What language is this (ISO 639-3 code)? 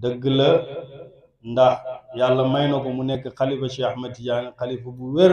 wol